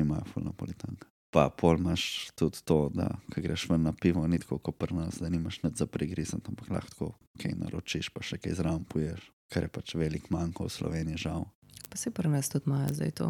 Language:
Slovenian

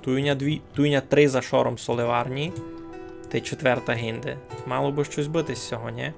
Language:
Rusyn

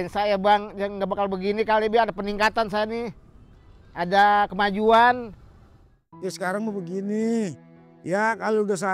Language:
Betawi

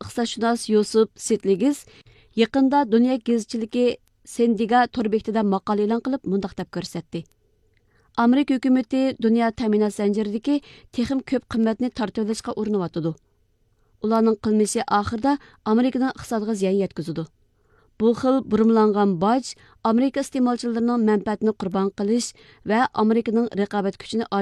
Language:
Uyghur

